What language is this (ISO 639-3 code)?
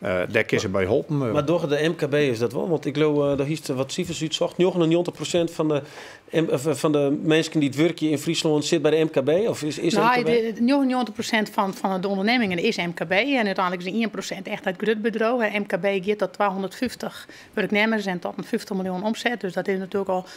fry